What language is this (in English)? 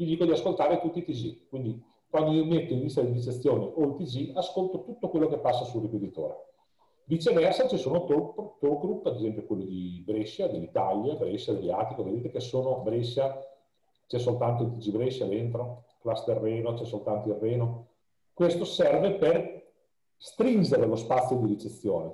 Italian